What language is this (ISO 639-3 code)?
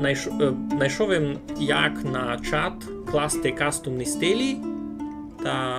rue